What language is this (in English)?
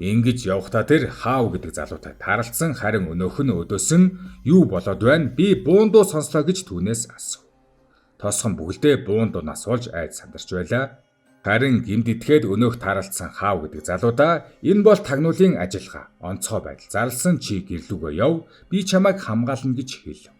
Mongolian